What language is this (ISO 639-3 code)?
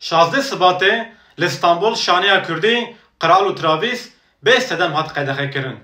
kur